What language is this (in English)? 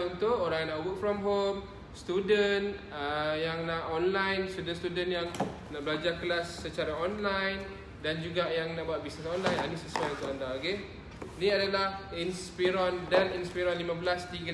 Malay